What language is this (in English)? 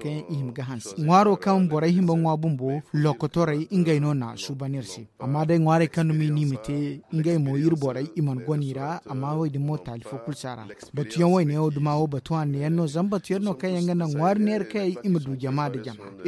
Zarma